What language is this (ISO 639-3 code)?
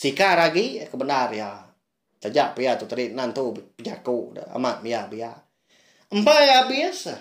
iba